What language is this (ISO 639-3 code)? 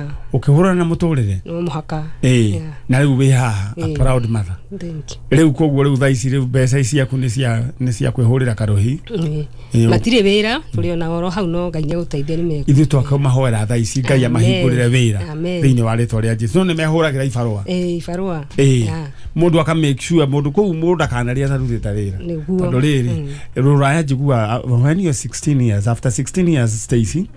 kik